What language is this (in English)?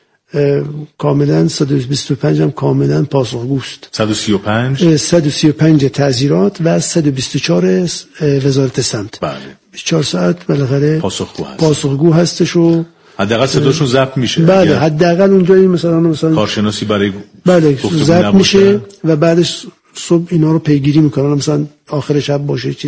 Persian